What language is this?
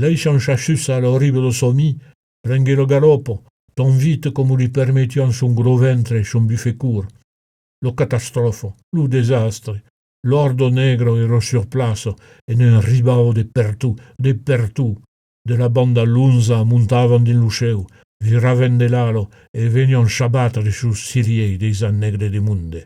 Occitan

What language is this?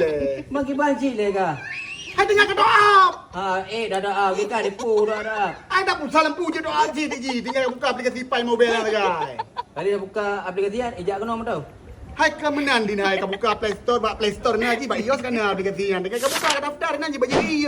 Achinese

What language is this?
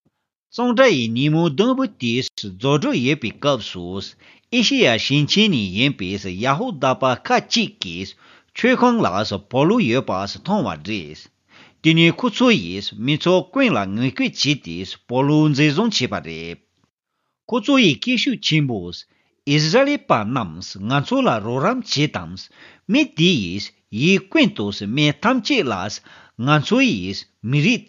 Tibetan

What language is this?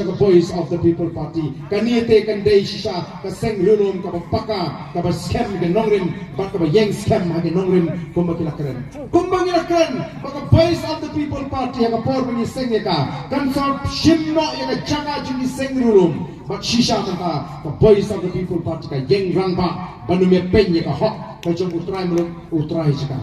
Khasi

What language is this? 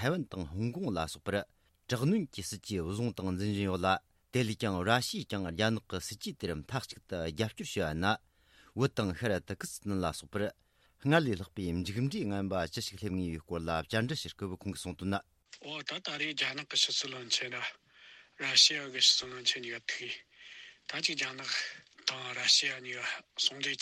Tibetan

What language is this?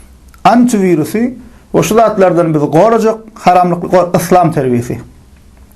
Turkmen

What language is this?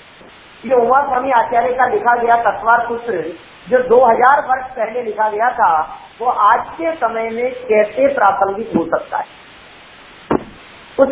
Hindi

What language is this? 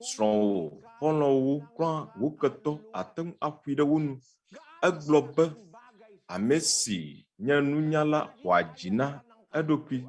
Ewe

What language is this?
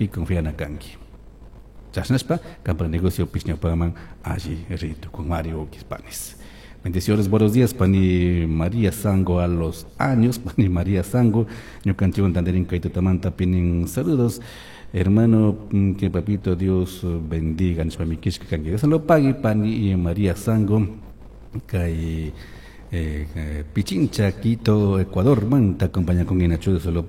Chimborazo Highland Quichua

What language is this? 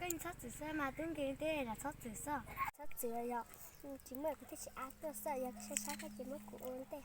Hmong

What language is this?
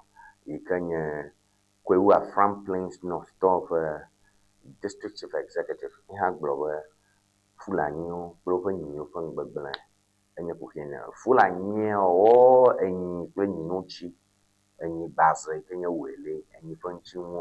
Ewe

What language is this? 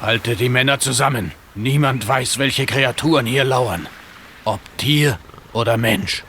Bavarian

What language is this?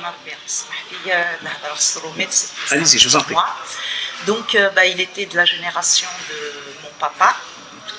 Kabyle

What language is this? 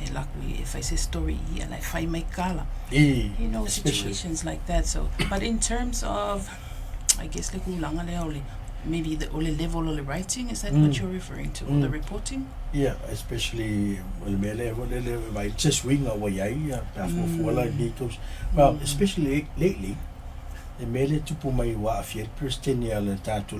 Samoan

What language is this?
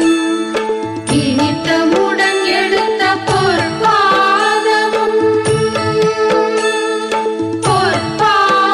Tamil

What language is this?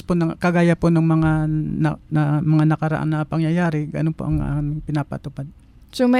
Filipino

